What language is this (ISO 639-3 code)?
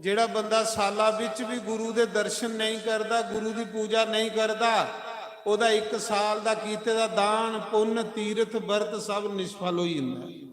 doi